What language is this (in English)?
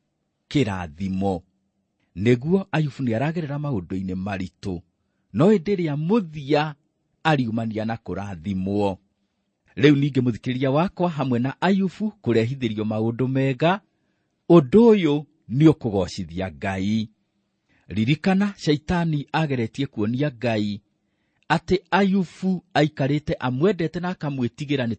Kikuyu